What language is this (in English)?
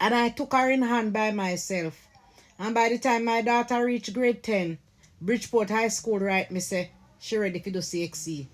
Jamaican Creole English